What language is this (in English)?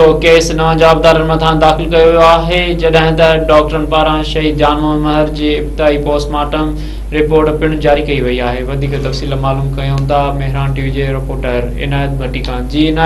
Sindhi